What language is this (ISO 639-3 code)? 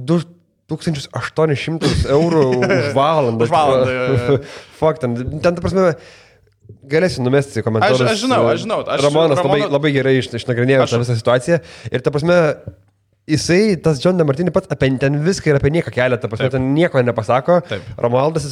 lit